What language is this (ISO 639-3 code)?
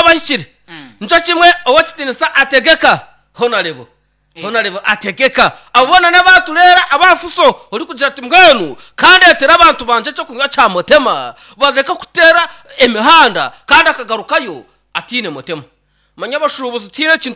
nyn